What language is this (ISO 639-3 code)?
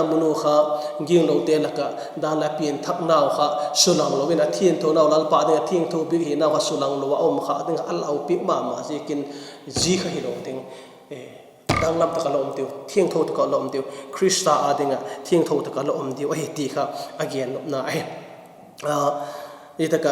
vap